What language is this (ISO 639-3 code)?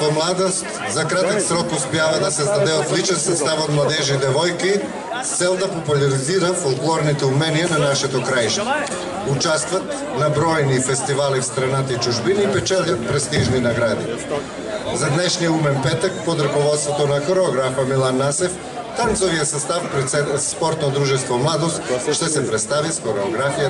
bul